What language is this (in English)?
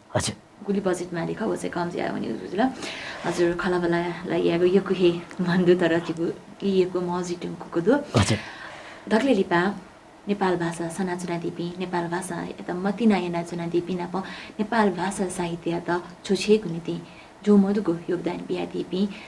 Newari